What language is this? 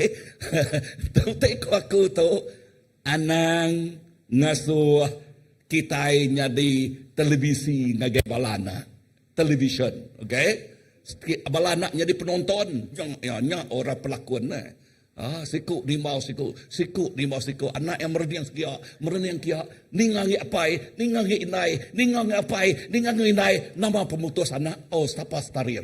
Iban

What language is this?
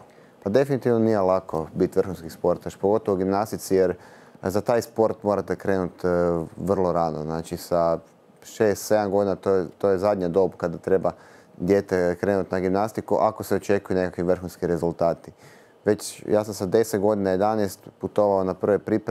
Croatian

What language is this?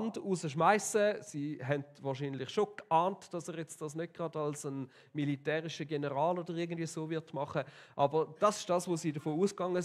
Swiss German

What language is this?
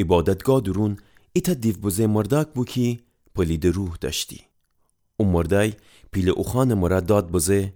Gilaki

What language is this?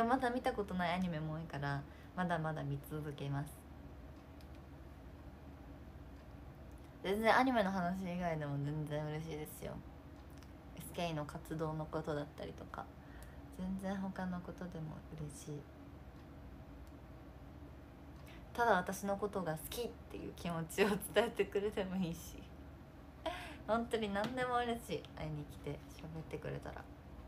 Japanese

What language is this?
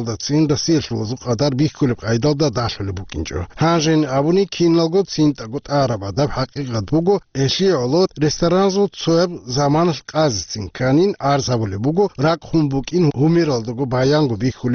Avaric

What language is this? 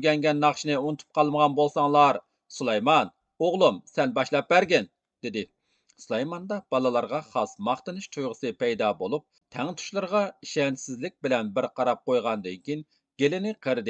Uyghur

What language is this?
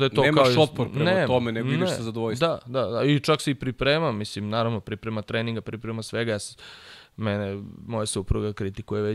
Serbian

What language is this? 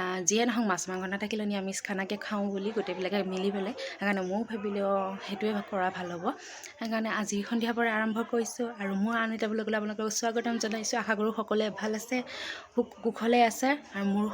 Assamese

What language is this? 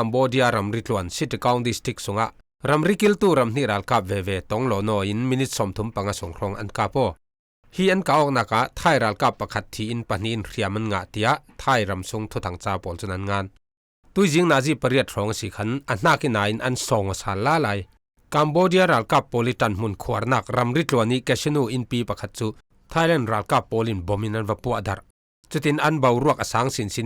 Falam Chin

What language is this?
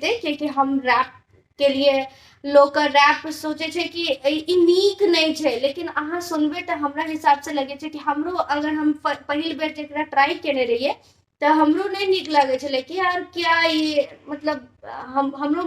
Maithili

